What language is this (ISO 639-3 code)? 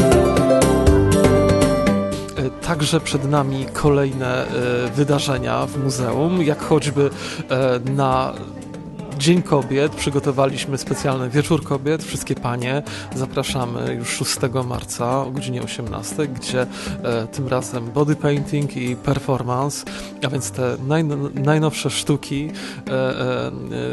pol